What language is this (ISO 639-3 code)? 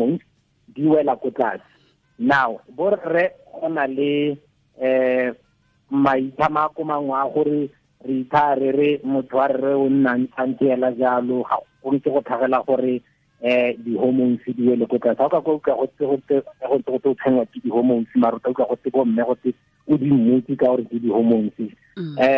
tsn